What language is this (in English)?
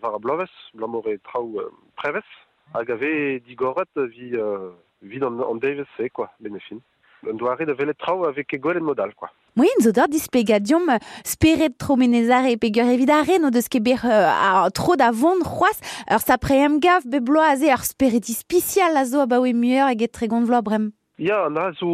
Breton